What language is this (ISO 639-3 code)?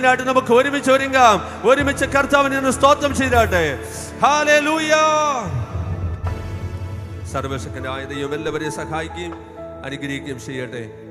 mal